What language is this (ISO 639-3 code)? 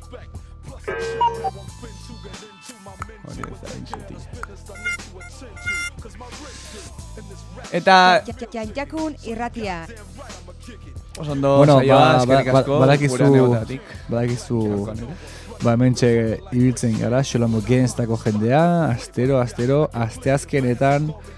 eus